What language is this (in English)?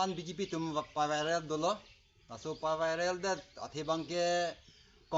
Karbi